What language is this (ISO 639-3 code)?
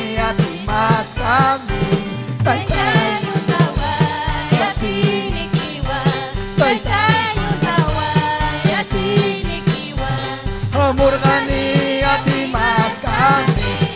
quy